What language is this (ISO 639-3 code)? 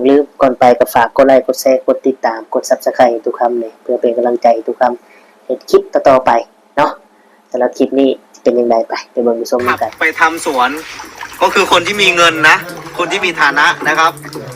tts